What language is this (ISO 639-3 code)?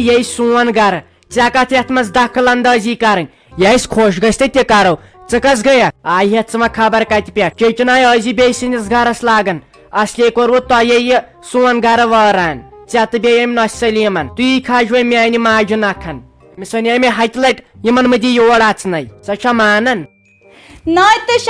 kas